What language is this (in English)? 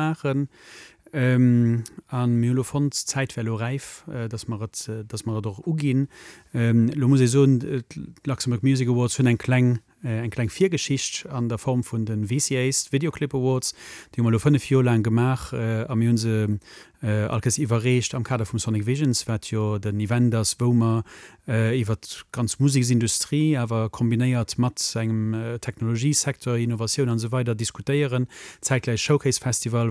Luxembourgish